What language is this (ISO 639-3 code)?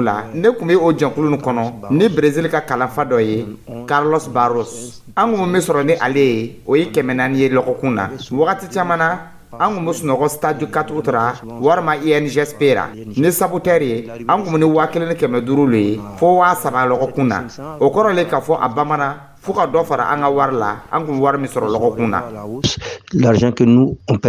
dyu